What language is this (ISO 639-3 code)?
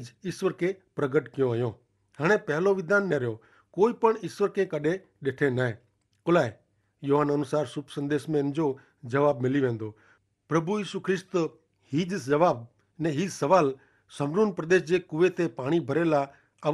kfr